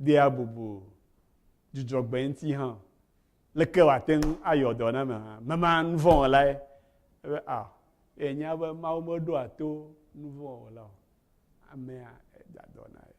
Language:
Ewe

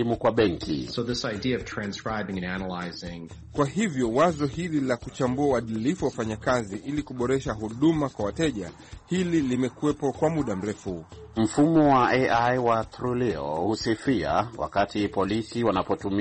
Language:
Swahili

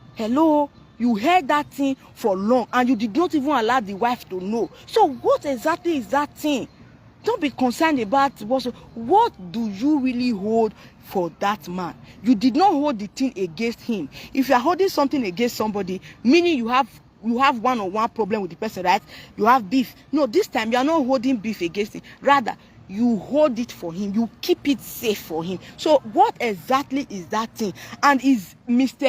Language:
Nigerian Pidgin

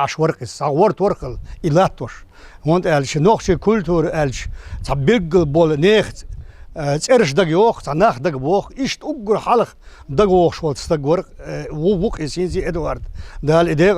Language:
Chechen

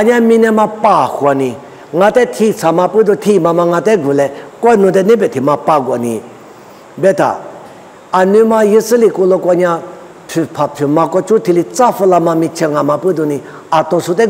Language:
Lisu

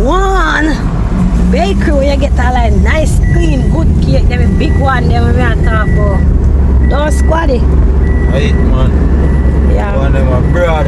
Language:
Jamaican Creole English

